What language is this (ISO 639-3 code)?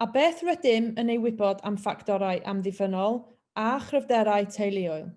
cym